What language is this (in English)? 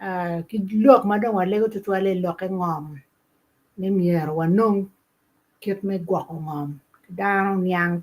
Acoli